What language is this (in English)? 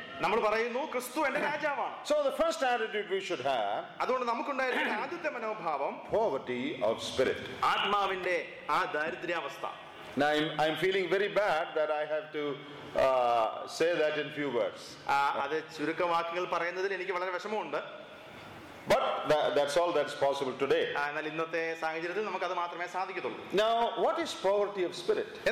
Malayalam